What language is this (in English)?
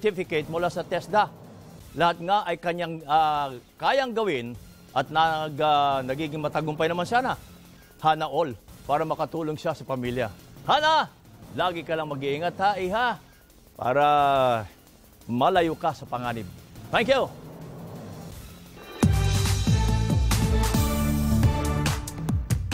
Filipino